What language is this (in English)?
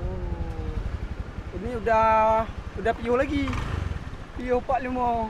Achinese